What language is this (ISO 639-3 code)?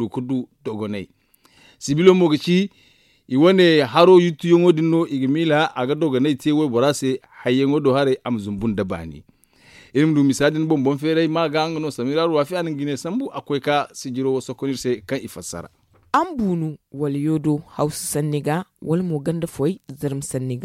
dje